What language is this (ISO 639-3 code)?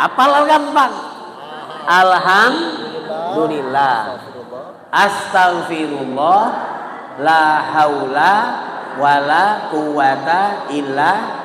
mui